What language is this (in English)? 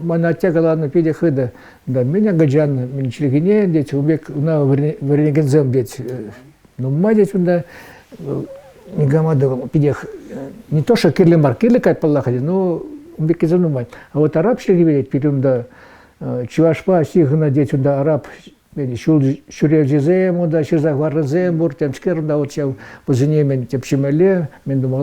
Chuvash